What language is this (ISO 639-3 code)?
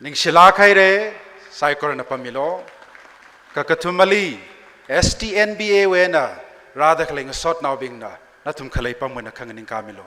nmf